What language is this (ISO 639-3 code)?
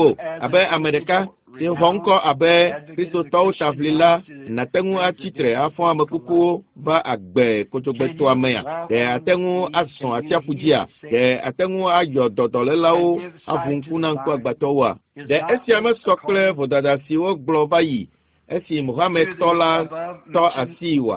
ewe